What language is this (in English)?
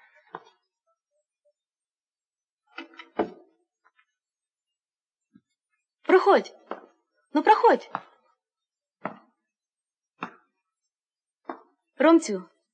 Ukrainian